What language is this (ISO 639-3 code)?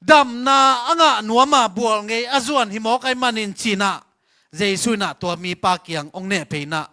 ctd